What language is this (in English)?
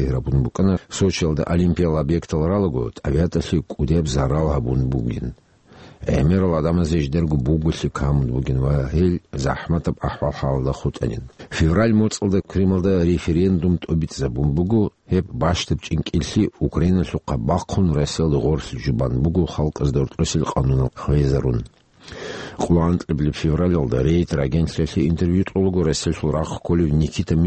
Avaric